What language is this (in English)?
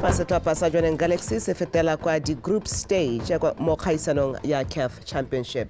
Tswana